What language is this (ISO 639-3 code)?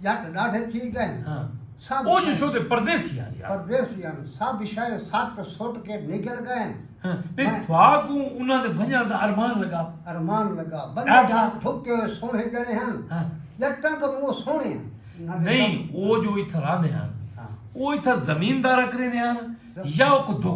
skr